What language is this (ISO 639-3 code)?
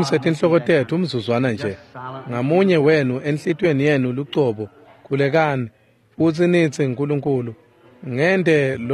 ssw